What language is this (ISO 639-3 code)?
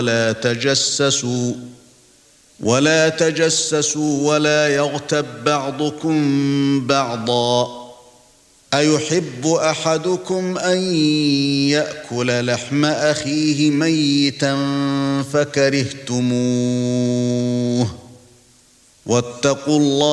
ara